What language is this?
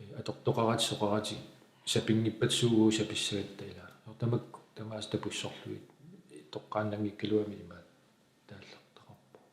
Kalaallisut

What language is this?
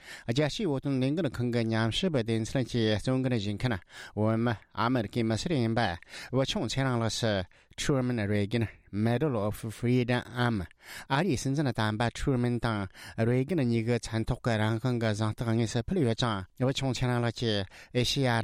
Tibetan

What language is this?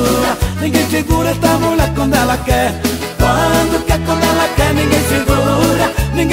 Portuguese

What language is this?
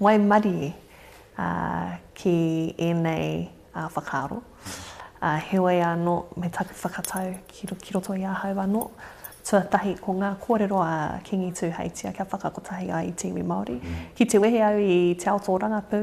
Māori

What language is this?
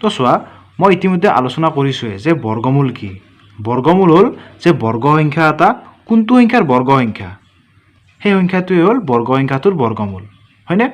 Assamese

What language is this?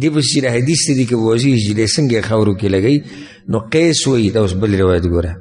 Pashto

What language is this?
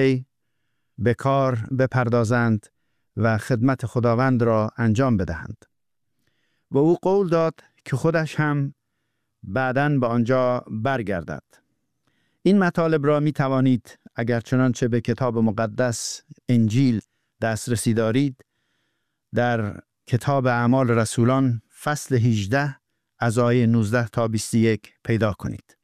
Persian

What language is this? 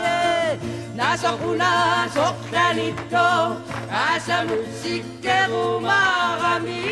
Kalaallisut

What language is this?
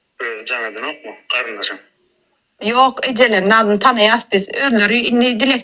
Turkmen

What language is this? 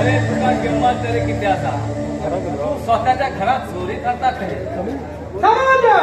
Konkani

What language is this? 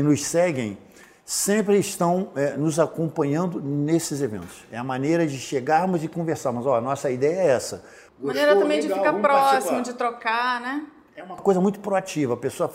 Portuguese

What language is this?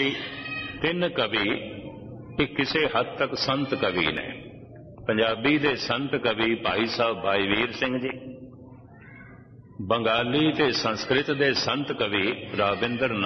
Punjabi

